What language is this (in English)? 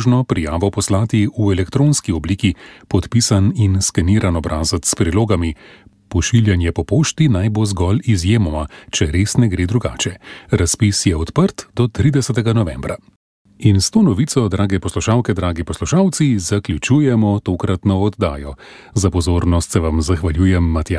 Slovenian